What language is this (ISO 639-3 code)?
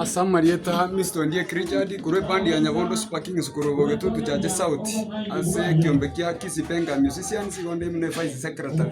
guz